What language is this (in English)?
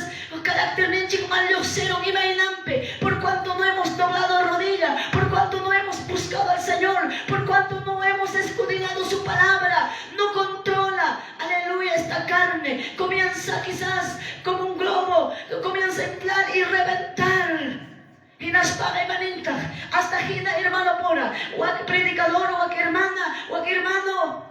Quechua